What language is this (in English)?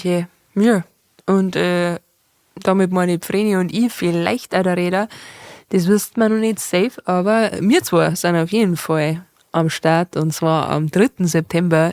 Bavarian